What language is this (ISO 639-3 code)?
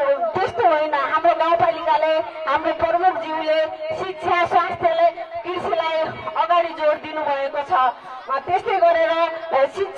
nep